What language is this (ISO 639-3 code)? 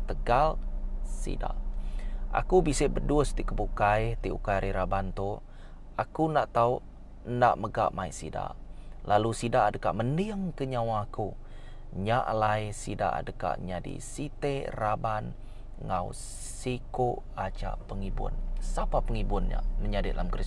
iba